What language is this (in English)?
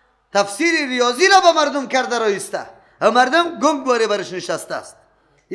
Persian